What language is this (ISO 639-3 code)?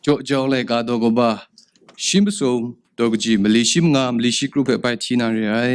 kac